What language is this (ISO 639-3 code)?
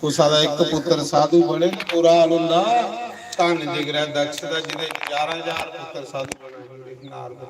doi